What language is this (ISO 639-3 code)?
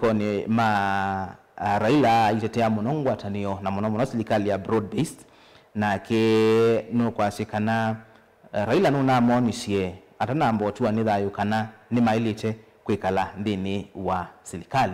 kam